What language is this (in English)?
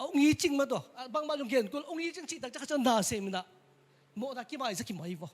Tedim Chin